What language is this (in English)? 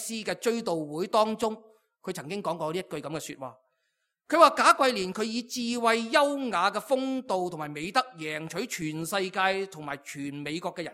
Cantonese